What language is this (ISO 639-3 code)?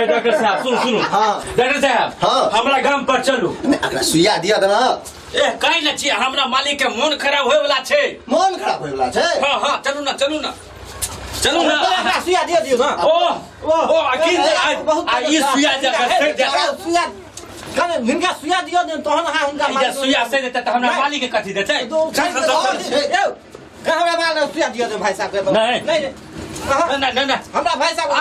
mai